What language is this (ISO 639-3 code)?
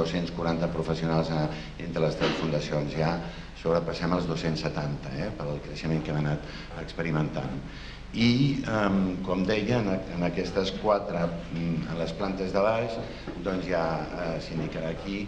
cat